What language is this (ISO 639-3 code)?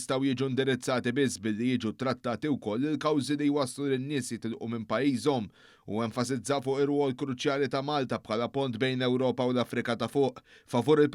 mlt